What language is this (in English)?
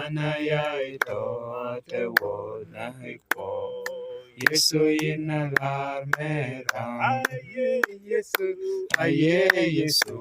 Lango (Uganda)